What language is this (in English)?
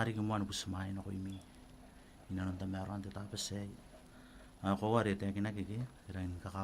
Gilbertese